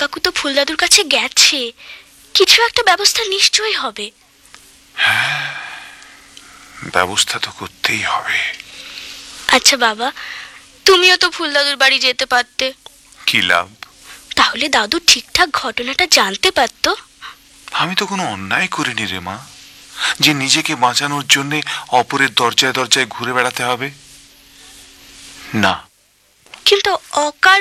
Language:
Bangla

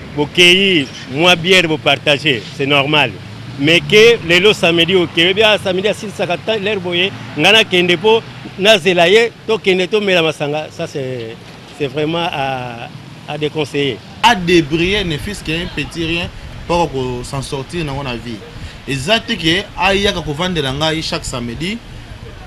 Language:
Lingala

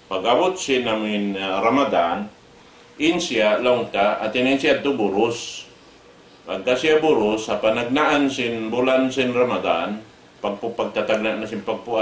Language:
Tausug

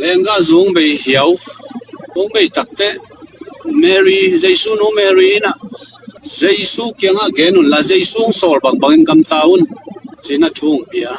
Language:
Tedim Chin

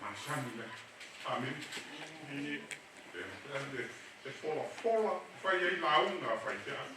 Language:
Samoan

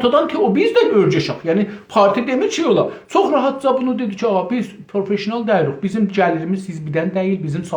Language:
South Azerbaijani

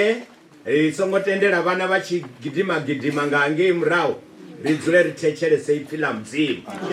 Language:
Venda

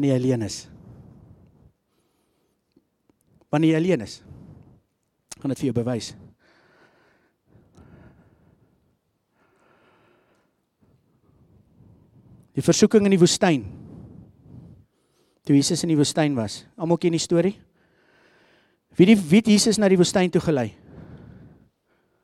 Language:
Afrikaans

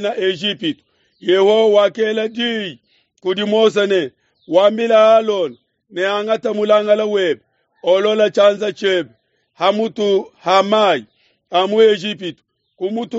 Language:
Luba-Lulua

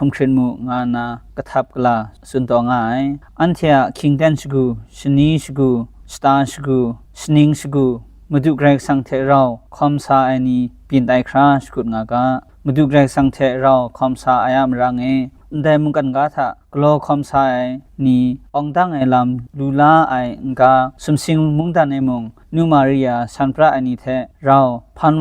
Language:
Kachin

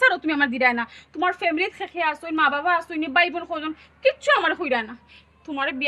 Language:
Sylheti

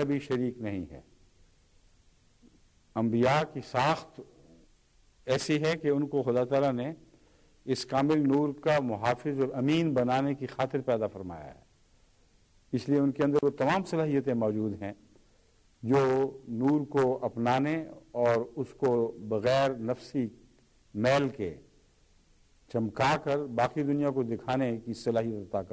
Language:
Urdu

